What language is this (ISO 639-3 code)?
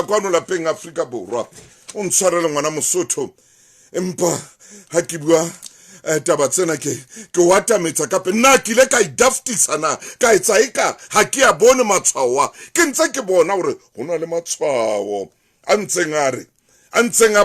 sot